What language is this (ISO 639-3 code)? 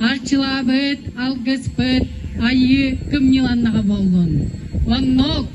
sah